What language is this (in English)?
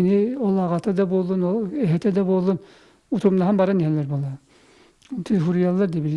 Yakut